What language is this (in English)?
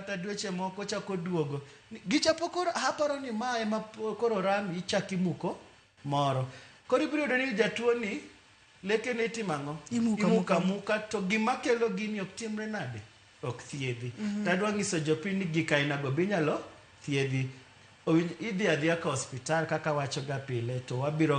Luo (Kenya and Tanzania)